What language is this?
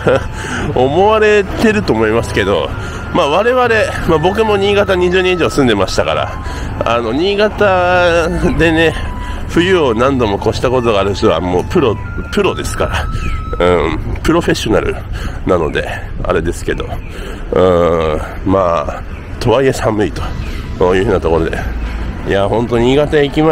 Japanese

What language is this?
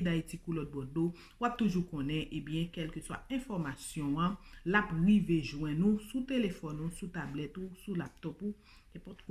Haitian Creole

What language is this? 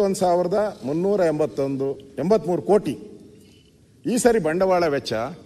Kannada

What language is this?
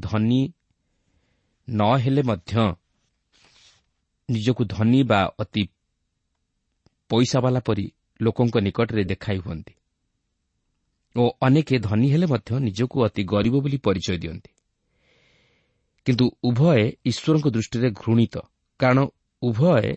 Odia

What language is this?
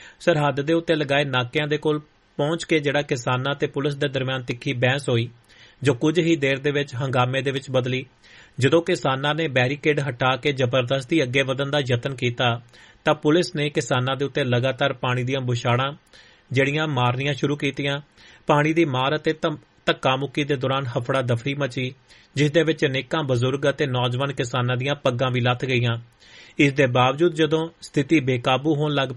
Punjabi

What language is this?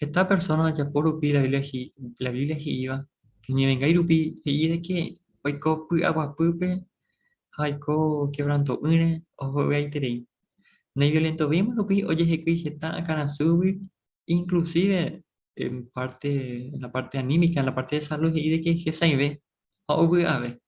Guarani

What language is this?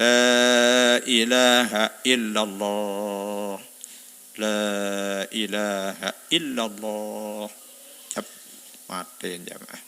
Sasak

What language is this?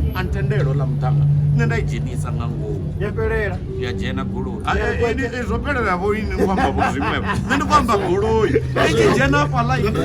Venda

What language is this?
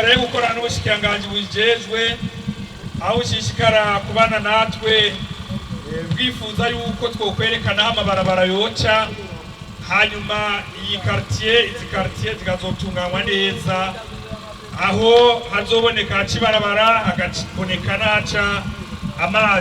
Rundi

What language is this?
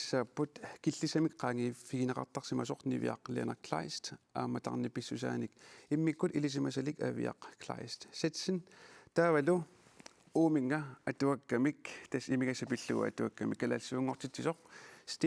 Kalaallisut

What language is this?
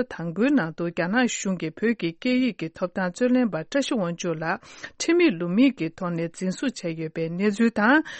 Tibetan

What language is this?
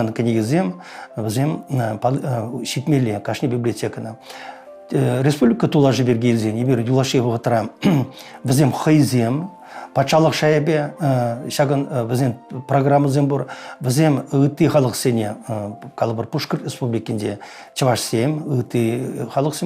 Chuvash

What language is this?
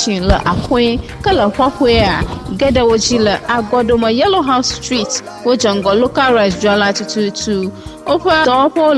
Ewe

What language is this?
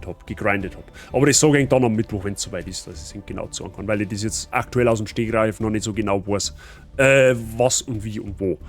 Bavarian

